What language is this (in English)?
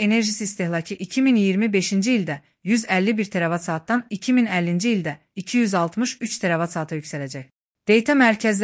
Azerbaijani